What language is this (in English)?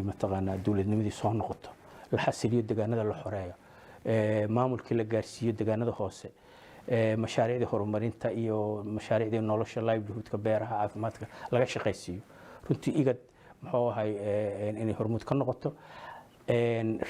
Somali